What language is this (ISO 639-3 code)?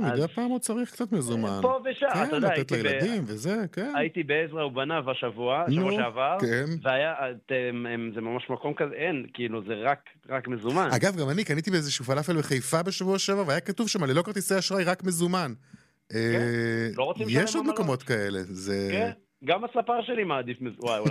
heb